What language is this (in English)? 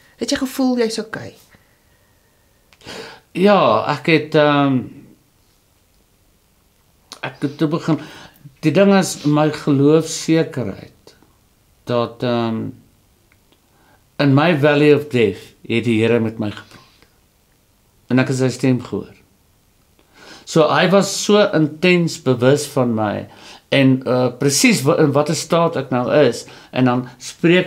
Afrikaans